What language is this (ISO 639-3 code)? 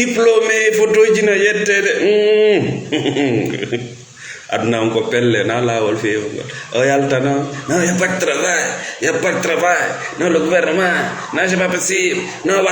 ful